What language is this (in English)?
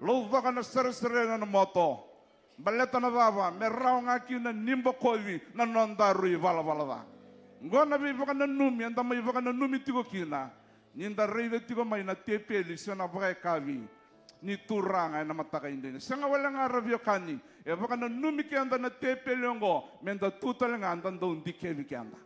Fijian